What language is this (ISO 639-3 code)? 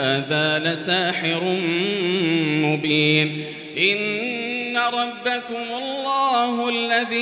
ara